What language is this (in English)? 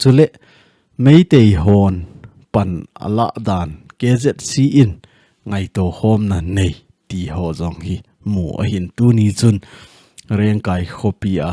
Thado Chin